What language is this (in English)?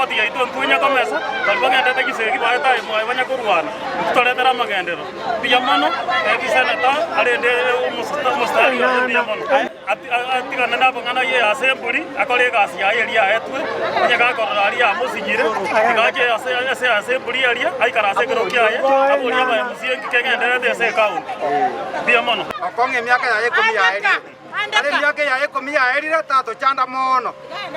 Gusii